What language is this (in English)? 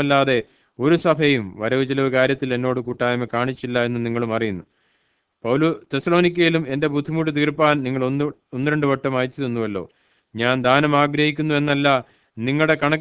Malayalam